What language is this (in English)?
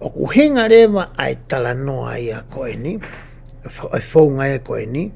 Tongan